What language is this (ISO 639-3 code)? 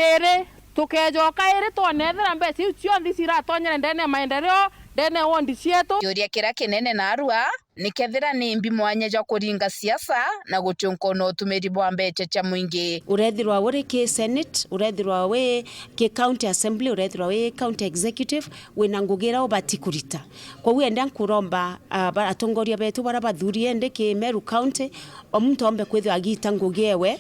mer